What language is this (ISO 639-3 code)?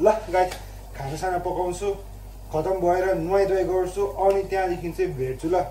nep